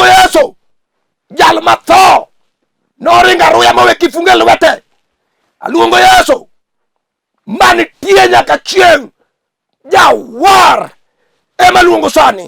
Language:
Luo (Kenya and Tanzania)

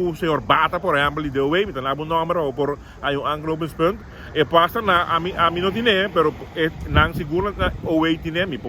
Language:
Papiamento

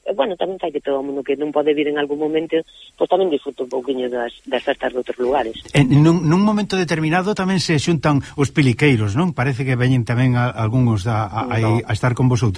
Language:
Galician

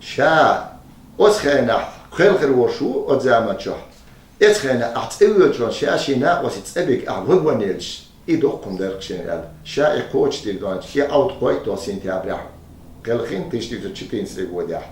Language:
Chechen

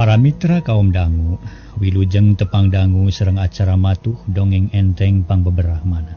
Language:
Sundanese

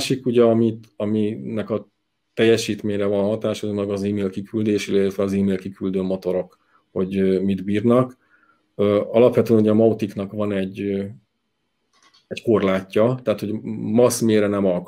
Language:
Hungarian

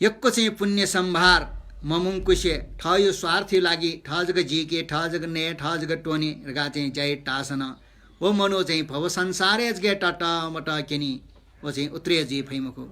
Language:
Newari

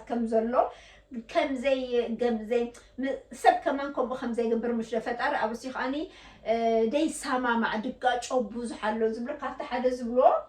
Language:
Tigrinya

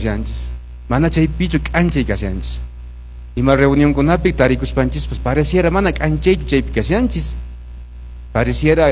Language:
Quechua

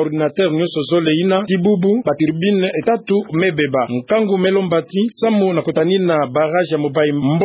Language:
Kituba (Democratic Republic of Congo)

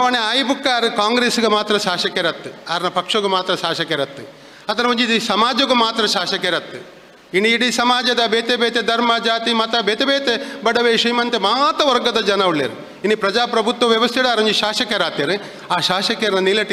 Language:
Tulu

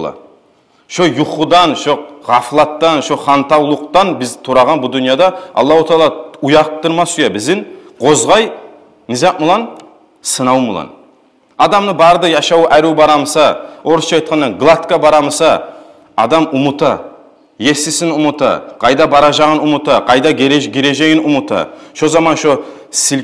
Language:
Kumyk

